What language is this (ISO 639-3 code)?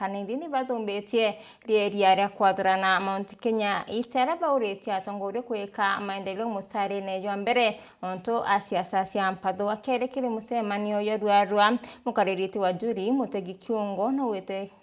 mer